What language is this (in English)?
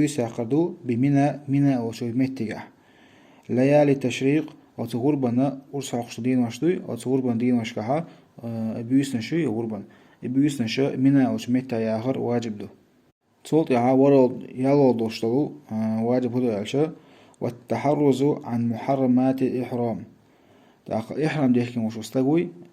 Chechen